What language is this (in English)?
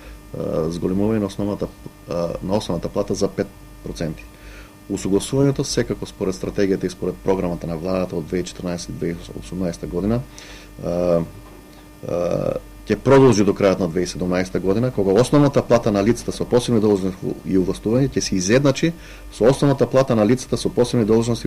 Macedonian